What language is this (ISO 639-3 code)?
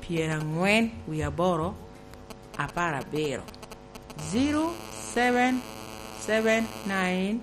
laj